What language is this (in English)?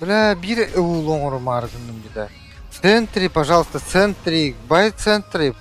Yakut